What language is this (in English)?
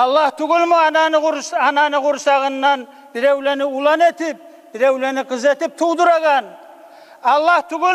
Kumyk